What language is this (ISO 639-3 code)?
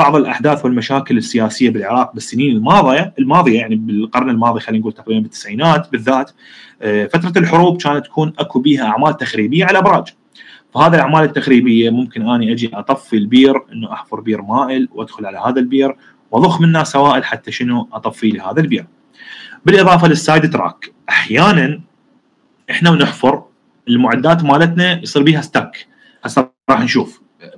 acm